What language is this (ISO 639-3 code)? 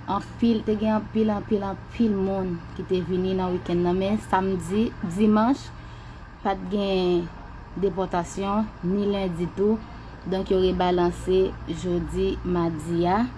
hat